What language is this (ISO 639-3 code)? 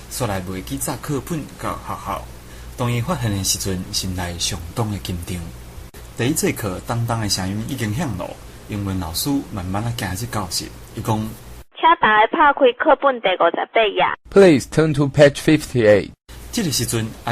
nan